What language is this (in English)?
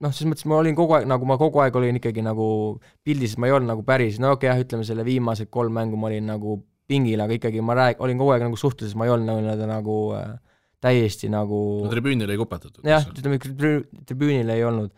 Estonian